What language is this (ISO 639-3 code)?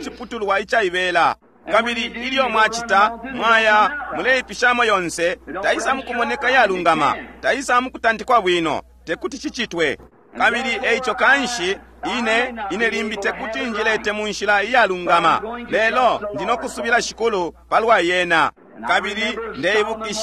bem